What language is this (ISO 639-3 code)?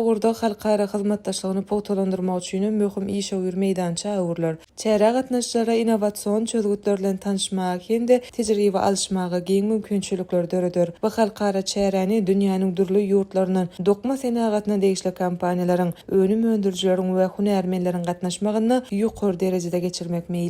tuk